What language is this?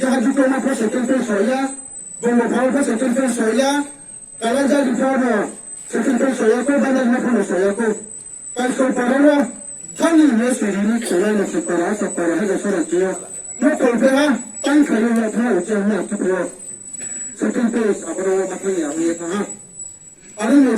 Riang (India)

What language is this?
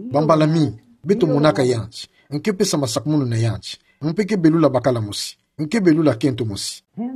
Kituba (Democratic Republic of Congo)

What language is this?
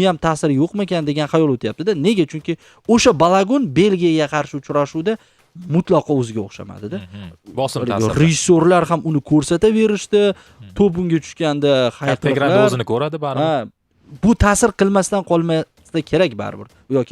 Uzbek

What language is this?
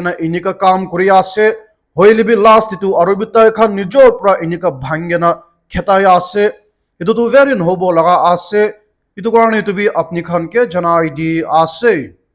Naga Pidgin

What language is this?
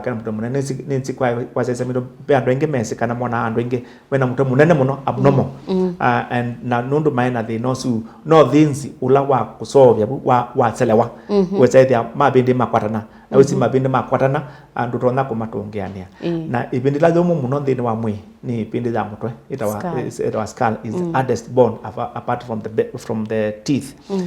Kamba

